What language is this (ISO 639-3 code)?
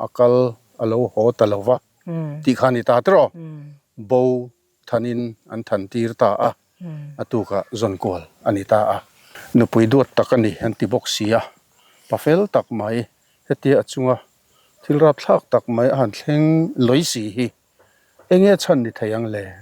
lus